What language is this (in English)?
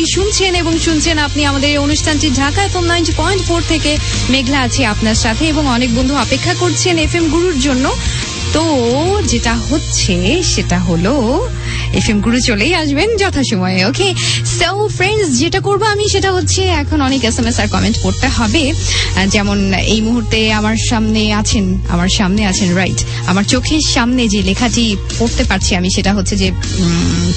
Bangla